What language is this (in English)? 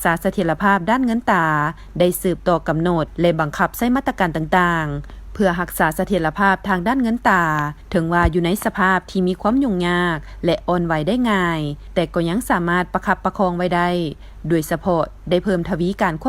Lao